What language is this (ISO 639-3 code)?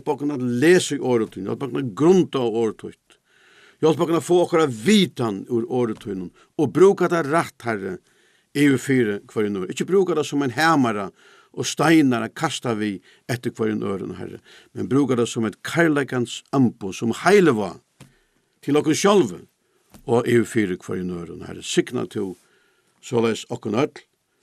fao